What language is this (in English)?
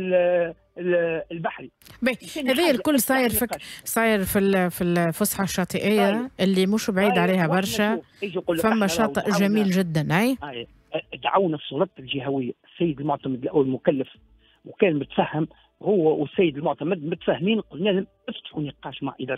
Tunisian Arabic